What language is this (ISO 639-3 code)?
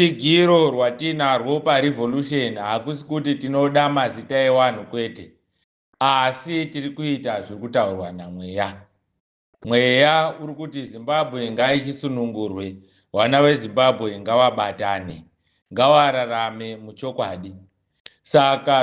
sna